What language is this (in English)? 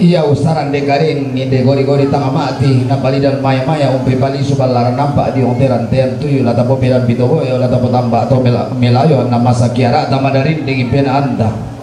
Toraja-Sa'dan